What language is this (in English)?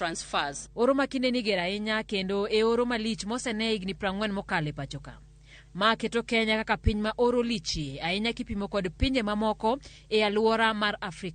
Luo (Kenya and Tanzania)